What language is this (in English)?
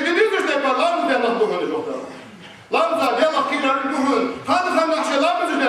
Ingush